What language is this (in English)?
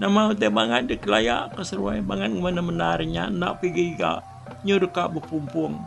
Iban